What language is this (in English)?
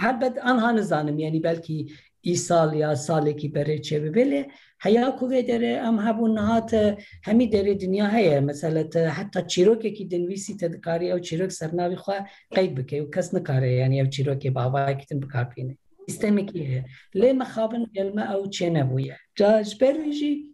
Kurdish